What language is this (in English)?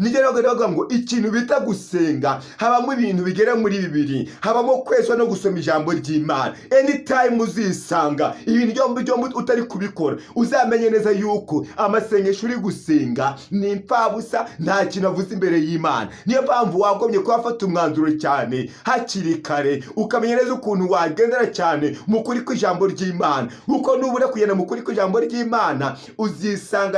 Kinyarwanda